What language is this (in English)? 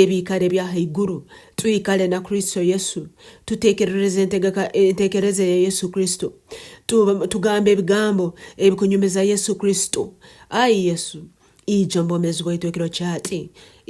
Nyankole